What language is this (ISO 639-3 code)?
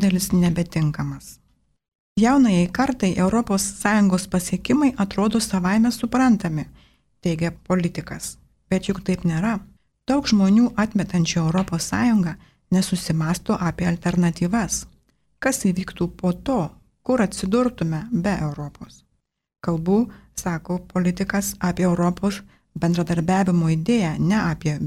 lit